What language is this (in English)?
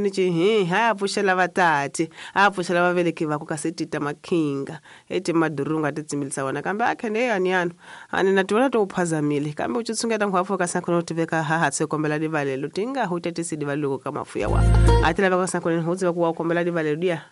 Tsonga